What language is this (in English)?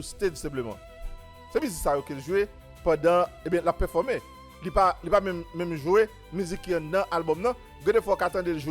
Haitian Creole